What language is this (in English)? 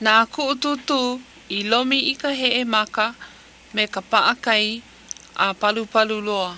Hawaiian